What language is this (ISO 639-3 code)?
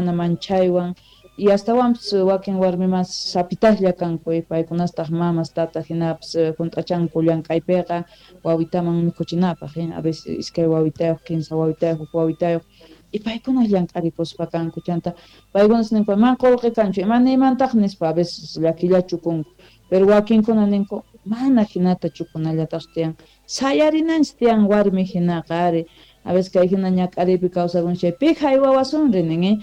quh